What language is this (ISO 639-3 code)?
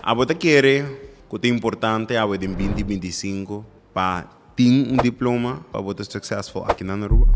pap